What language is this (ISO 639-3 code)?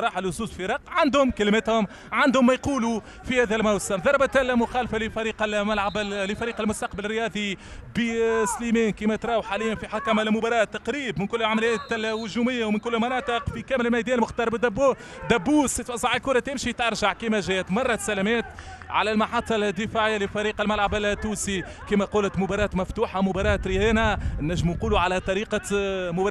aeb